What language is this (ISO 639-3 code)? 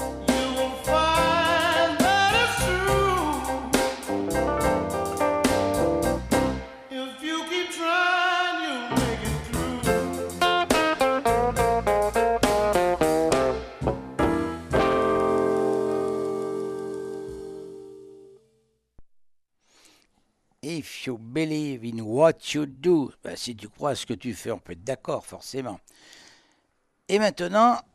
fra